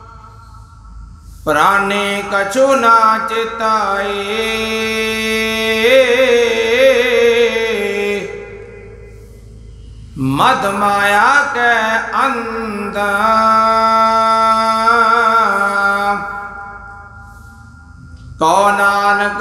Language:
Punjabi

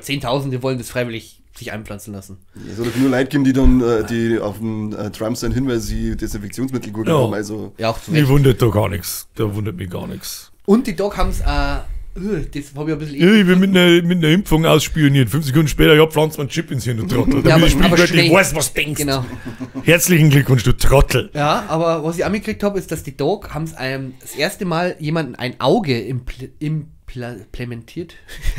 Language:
Bavarian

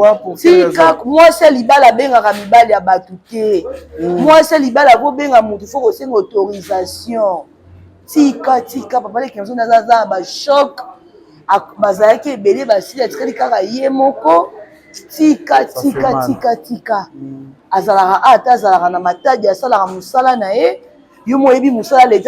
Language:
Lingala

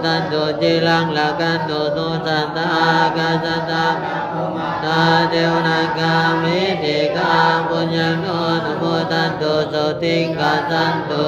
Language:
Pali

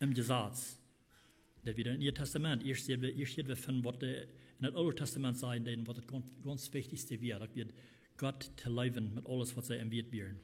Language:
Plautdietsch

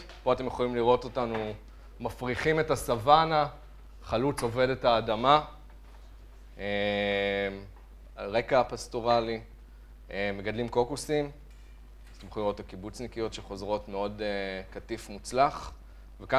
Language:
Hebrew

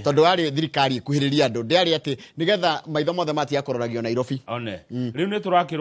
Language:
Kikuyu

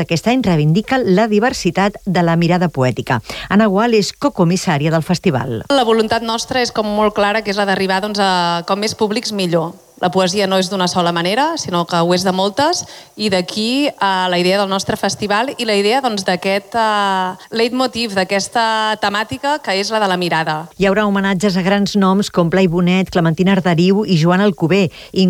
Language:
Catalan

